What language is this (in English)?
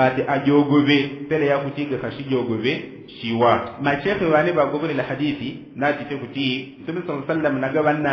Yao